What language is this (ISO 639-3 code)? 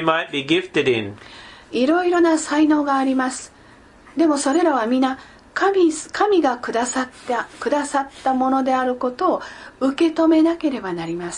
jpn